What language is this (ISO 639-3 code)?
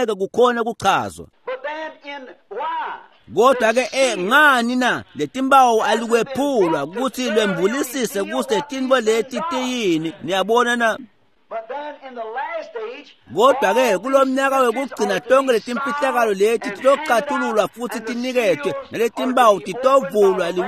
ssw